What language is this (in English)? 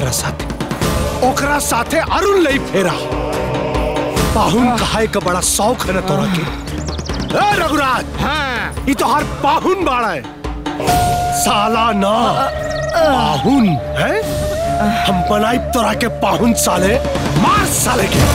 Bhojpuri